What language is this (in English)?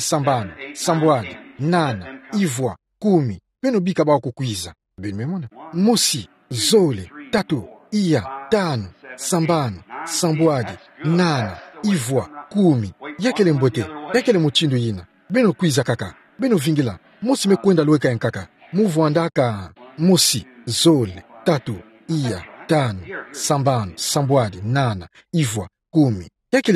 Kituba (Democratic Republic of Congo)